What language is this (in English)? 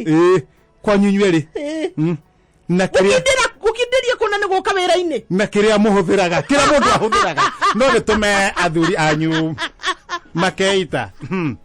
Kikuyu